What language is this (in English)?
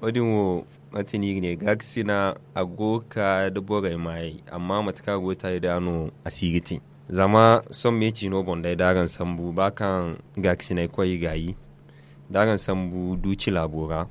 Zarma